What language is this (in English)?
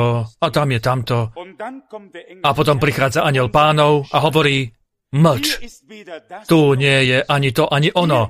Slovak